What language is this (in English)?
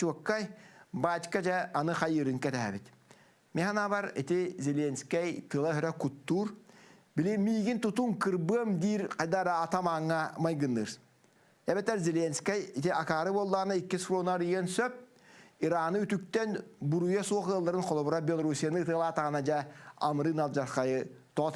Yakut